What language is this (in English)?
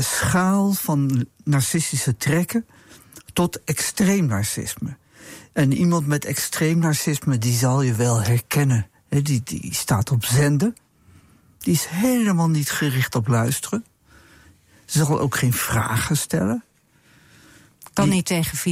Dutch